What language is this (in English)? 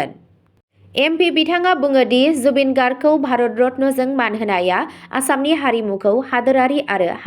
Bodo